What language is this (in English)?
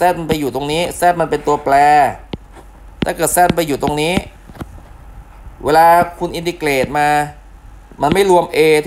Thai